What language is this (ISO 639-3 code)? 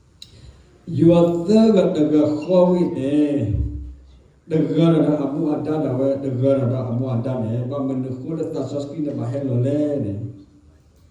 ksw